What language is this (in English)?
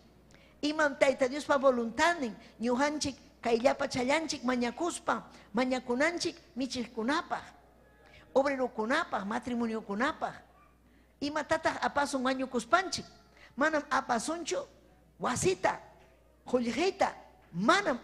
Ayacucho Quechua